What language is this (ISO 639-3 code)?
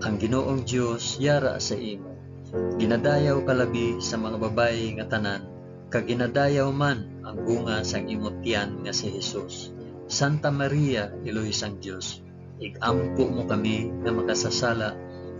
hil